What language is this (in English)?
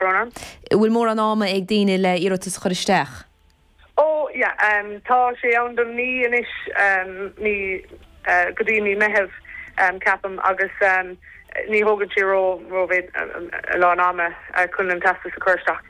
Irish